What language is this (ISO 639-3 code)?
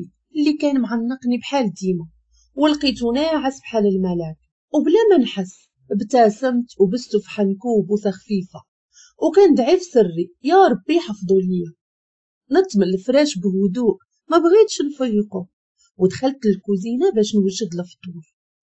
ary